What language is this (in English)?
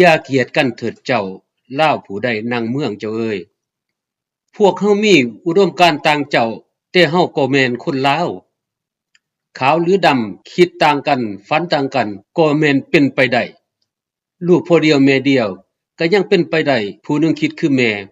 Lao